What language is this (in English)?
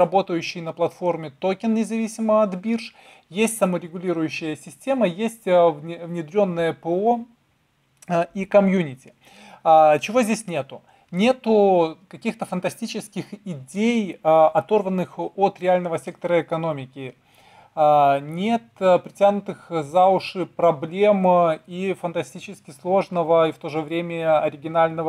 Russian